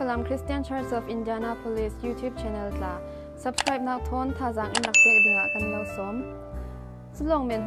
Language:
Falam Chin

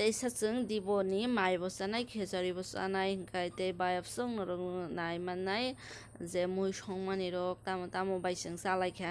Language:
Kok Borok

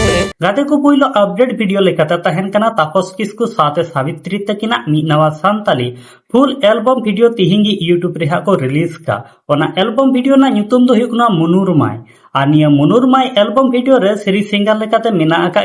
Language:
Santali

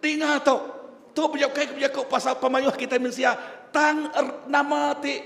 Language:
Iban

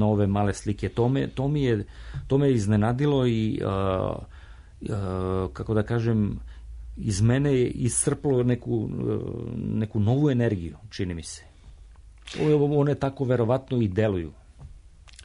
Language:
Serbian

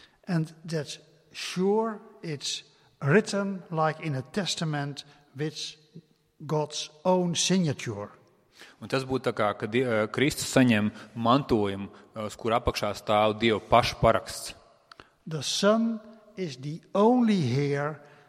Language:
Latvian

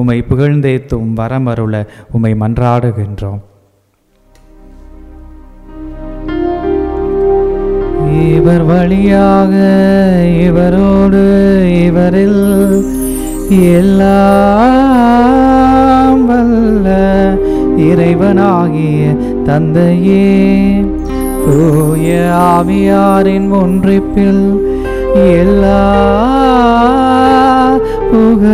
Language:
Tamil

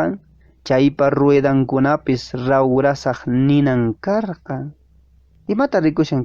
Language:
Quechua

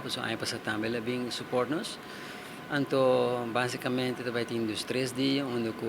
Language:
Papiamento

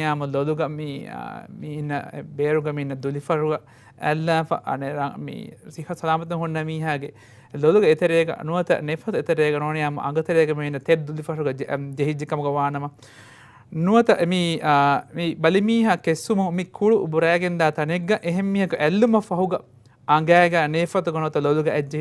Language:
Divehi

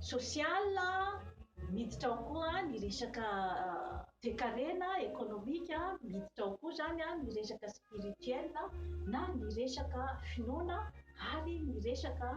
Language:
Malagasy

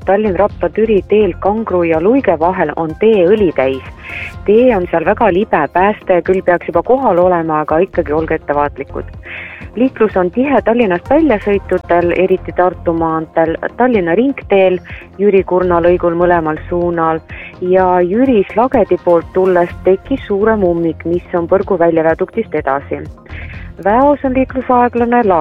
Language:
Estonian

